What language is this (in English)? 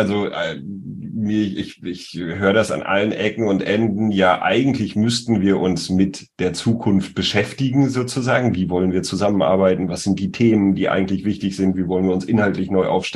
German